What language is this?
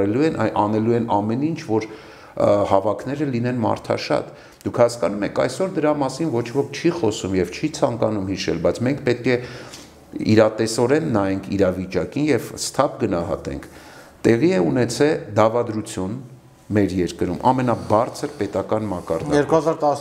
Armenian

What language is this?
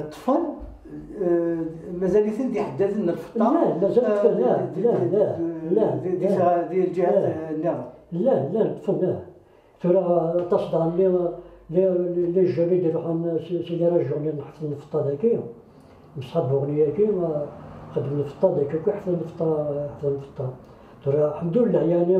Kabyle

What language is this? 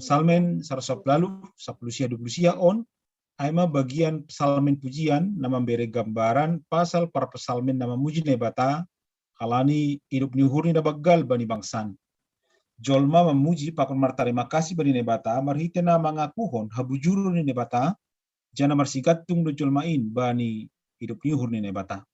Batak Simalungun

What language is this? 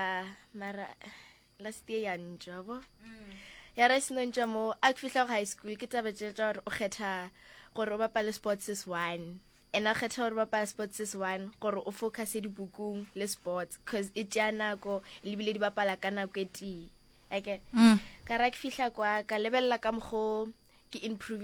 Northern Sotho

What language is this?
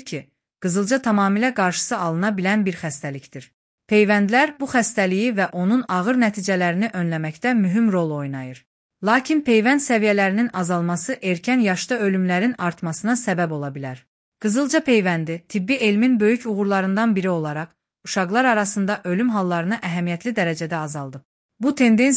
Azerbaijani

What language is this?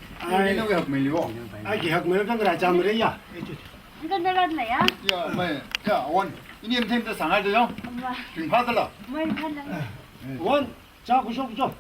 Tangkhul Naga (India)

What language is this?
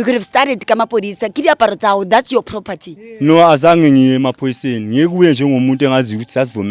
Zulu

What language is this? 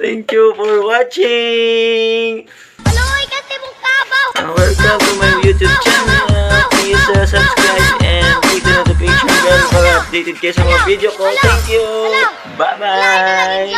Hiligaynon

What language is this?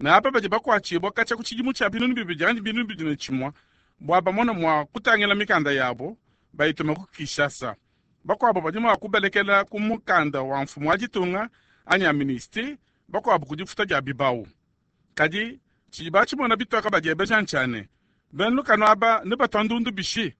Luba-Lulua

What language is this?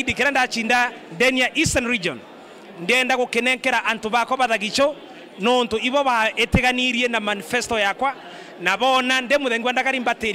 Meru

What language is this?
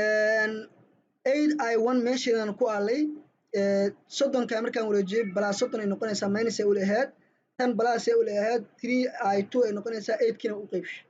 Somali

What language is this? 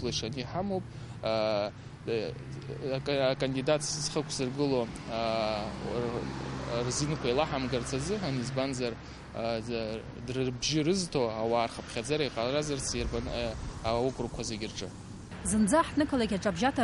Abkhazian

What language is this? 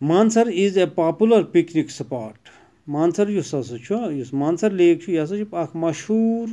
Kashmiri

